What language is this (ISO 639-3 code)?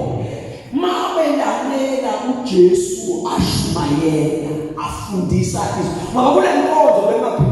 zul